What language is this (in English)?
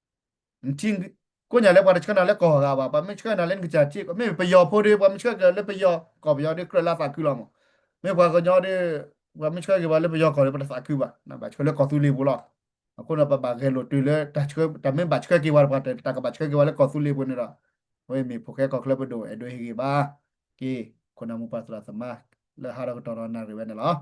S'gaw Karen